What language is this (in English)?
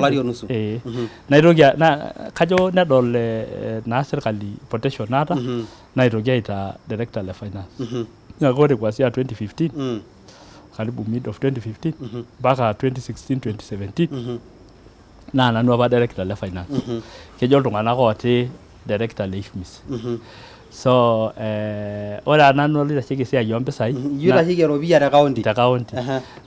Masai